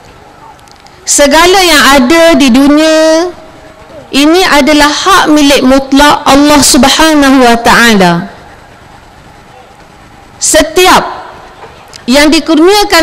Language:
Malay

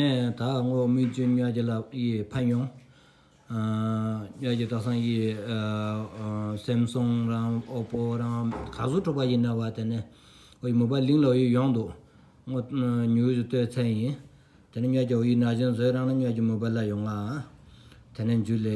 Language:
Stod Bhoti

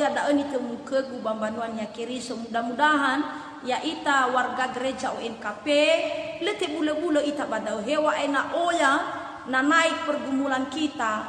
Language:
Nias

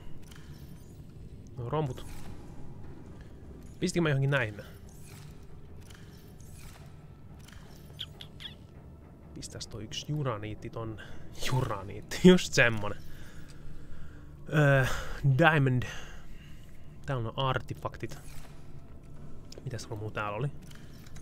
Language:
Finnish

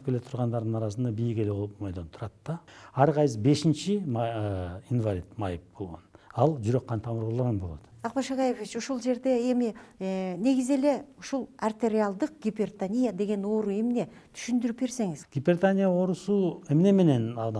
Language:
Kyrgyz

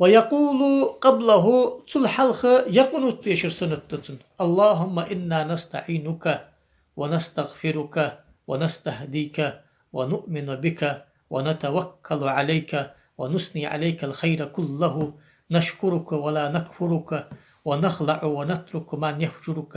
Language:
Ingush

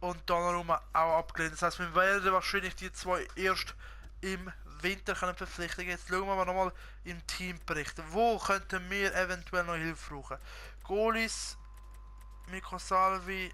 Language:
Swiss German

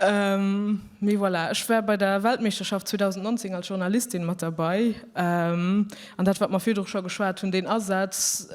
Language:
Luxembourgish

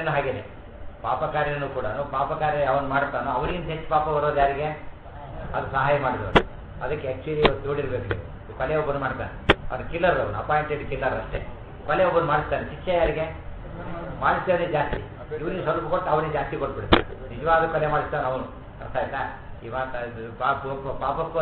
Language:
Kannada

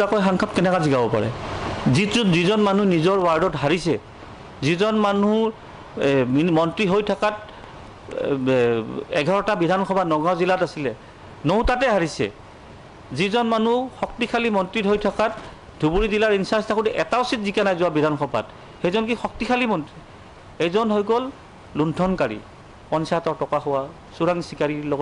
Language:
Assamese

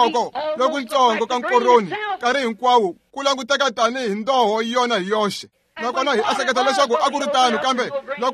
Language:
Tsonga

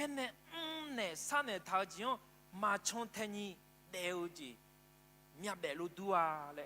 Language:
Akha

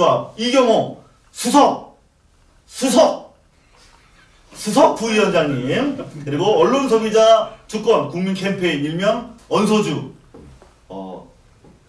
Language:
Korean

